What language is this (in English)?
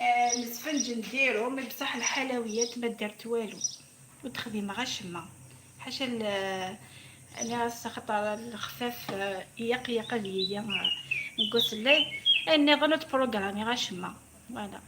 Algerian Arabic